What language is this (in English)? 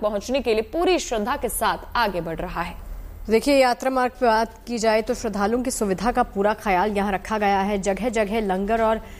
Hindi